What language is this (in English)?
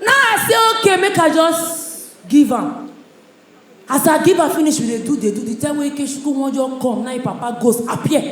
Nigerian Pidgin